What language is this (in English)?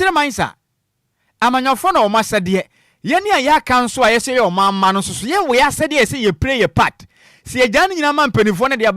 Akan